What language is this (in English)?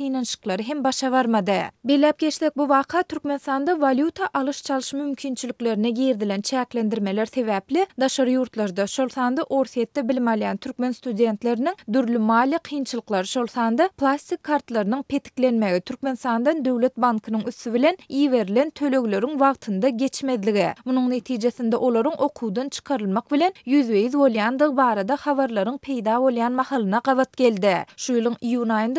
Turkmen